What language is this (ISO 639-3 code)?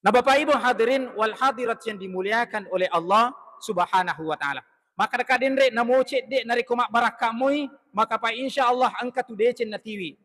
bug